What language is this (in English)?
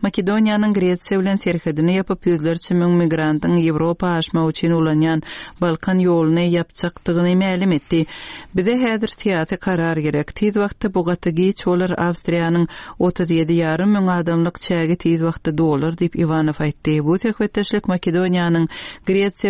Turkmen